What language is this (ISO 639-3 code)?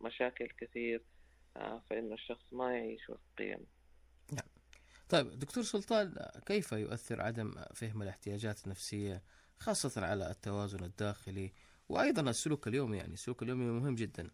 ars